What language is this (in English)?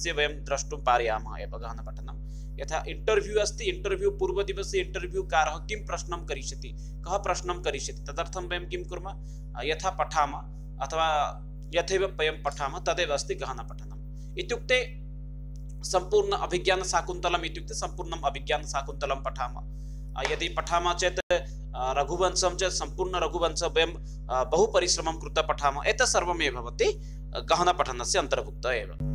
Sanskrit